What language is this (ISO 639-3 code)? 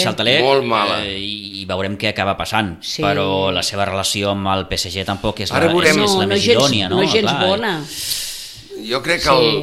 cat